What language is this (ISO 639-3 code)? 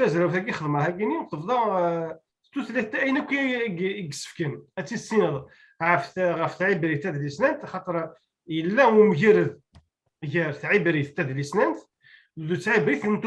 kab